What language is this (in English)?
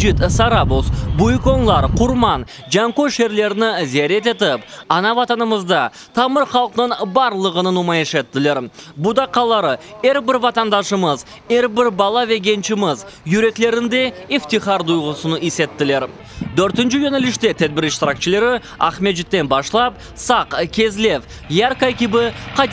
Crimean Tatar